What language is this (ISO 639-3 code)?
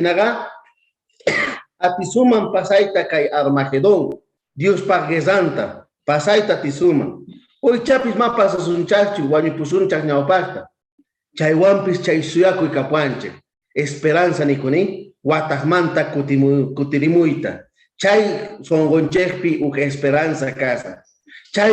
quh